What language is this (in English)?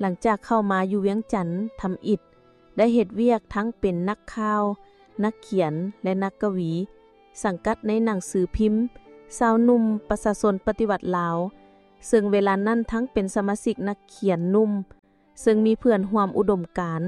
Lao